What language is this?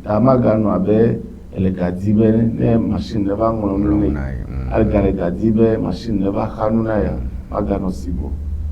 Ewe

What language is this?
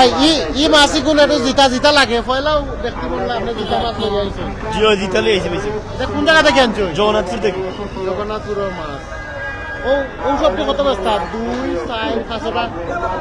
Sylheti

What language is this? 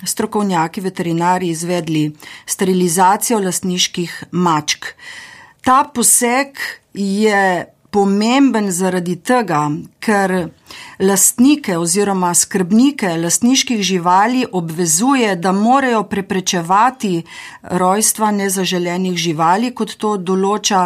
Slovenian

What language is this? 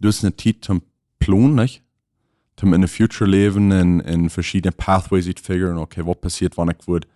Plautdietsch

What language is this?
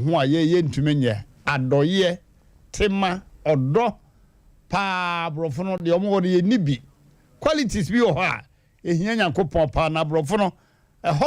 Akan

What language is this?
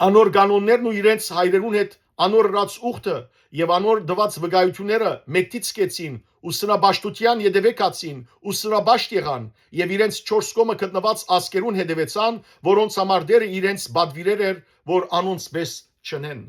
Western Armenian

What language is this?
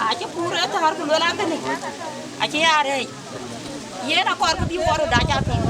Dinka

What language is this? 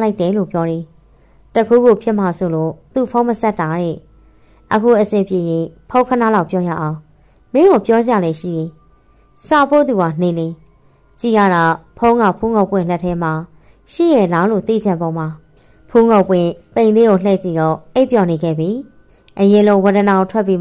Burmese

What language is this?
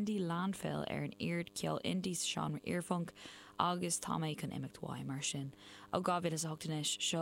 Irish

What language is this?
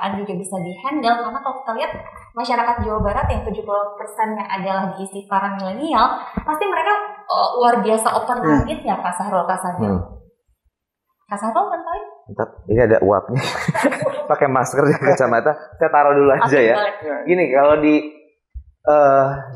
Indonesian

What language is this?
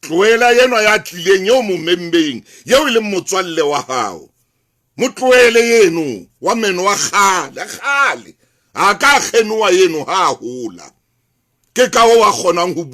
Southern Sotho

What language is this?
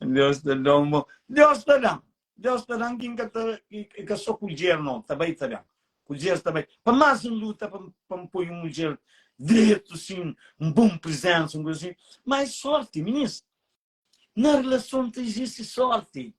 Kabuverdianu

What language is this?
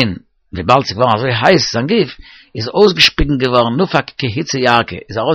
Yiddish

